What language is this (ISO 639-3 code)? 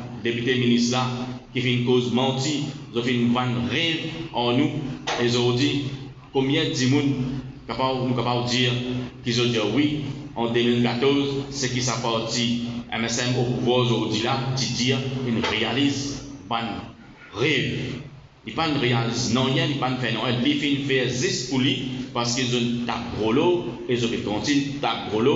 mfe